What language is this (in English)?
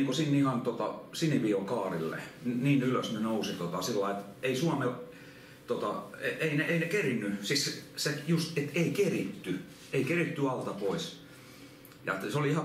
Finnish